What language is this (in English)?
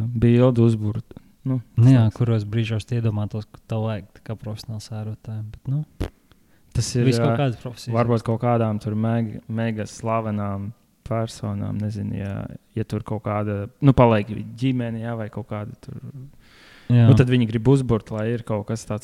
Latvian